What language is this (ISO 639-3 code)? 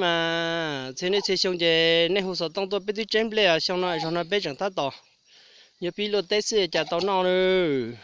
hmn